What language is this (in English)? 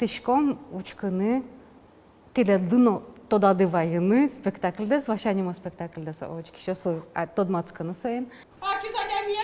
Udmurt